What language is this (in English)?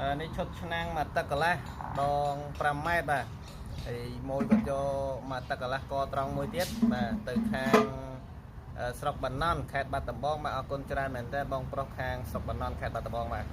Khmer